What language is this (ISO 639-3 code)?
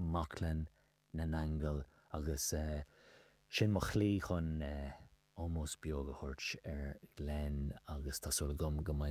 gle